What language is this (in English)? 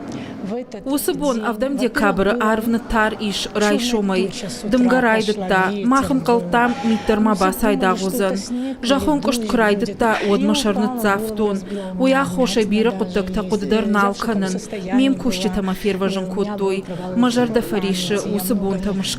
Ossetic